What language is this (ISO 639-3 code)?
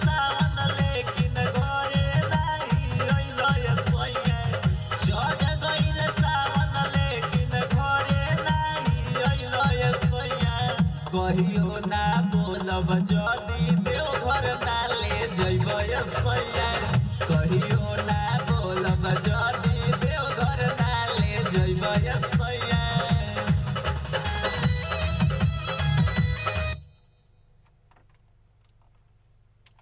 bho